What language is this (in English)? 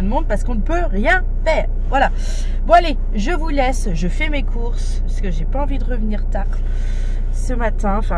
French